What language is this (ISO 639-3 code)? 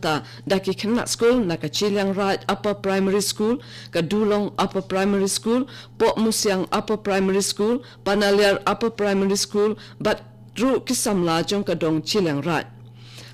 kha